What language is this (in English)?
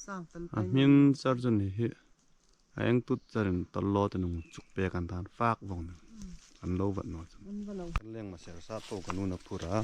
Hmar